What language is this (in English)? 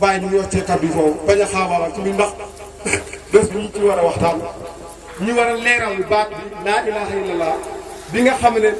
Wolof